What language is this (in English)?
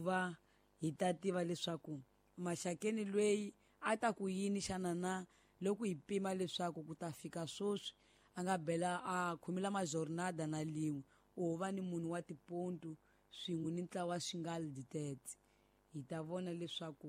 Tsonga